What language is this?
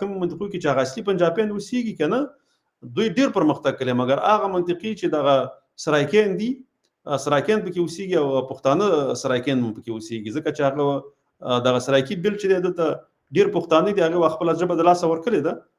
Pashto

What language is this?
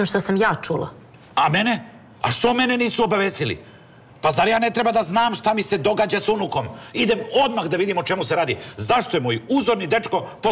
Serbian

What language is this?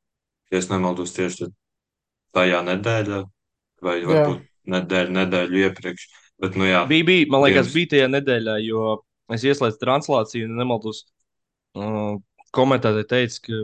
Latvian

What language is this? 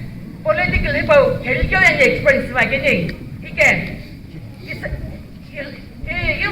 Naga Pidgin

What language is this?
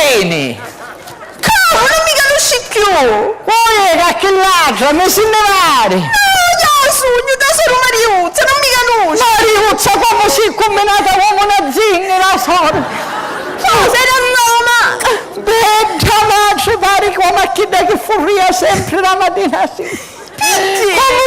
Sicilian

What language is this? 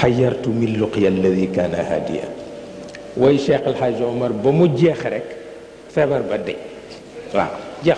Wolof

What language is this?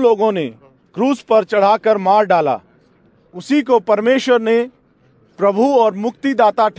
Hindi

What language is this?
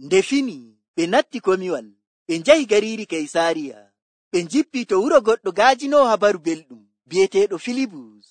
Nigerian Fulfulde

